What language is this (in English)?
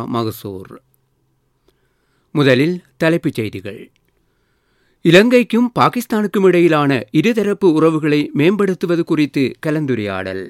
Tamil